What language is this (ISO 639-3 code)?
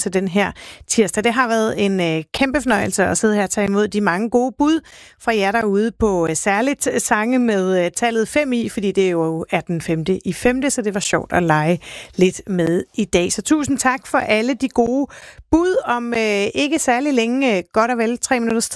dan